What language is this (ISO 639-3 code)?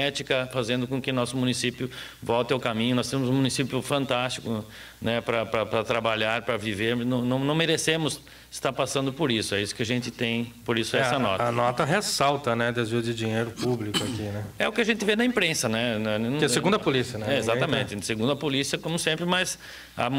por